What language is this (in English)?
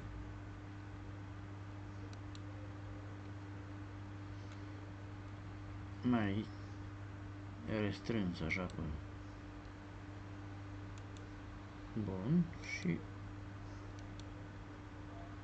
Romanian